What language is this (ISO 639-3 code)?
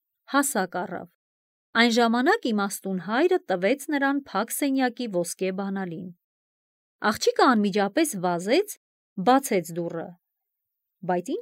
hye